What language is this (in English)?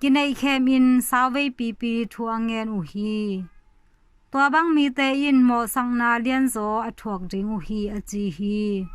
Tedim Chin